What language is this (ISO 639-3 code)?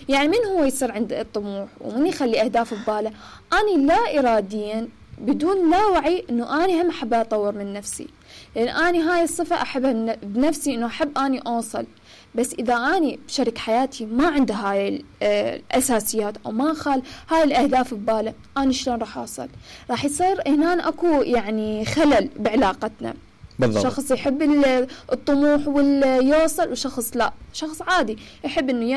acm